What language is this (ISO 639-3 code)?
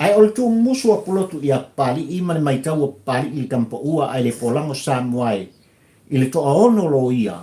smo